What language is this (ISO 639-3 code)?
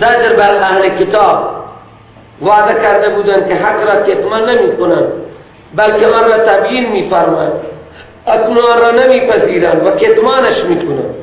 fas